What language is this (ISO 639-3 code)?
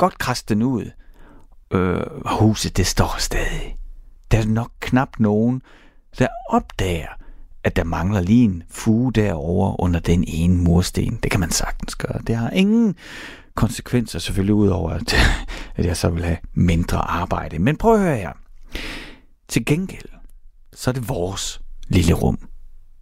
dan